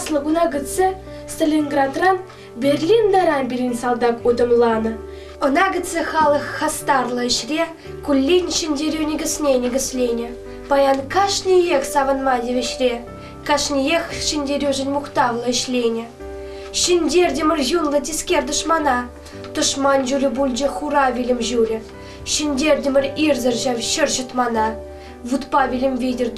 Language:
Chuvash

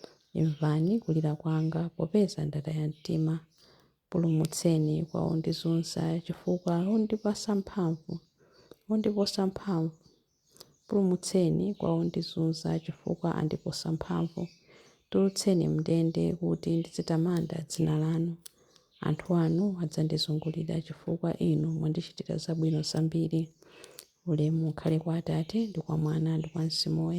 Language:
Nyanja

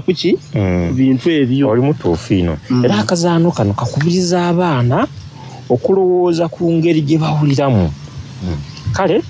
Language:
Soga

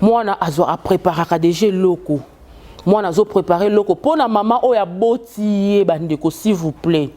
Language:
Lingala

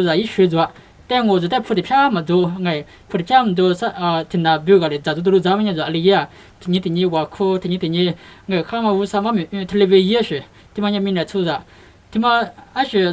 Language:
Lisu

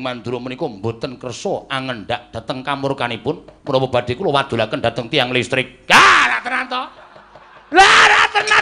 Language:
Javanese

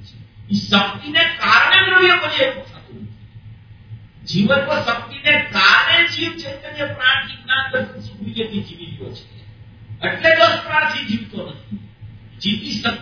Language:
Gujarati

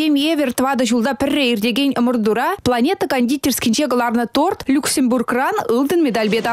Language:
Chuvash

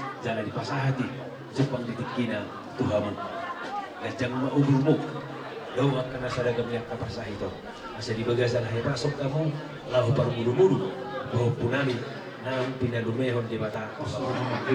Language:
Batak Toba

